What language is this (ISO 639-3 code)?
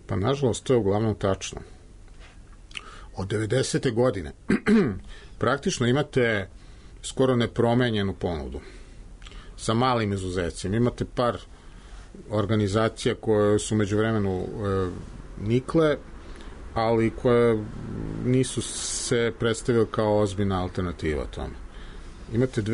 srp